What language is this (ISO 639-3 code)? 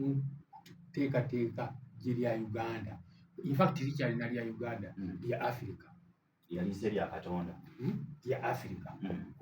lug